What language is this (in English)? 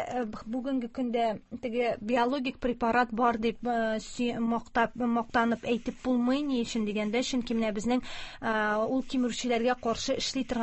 Tatar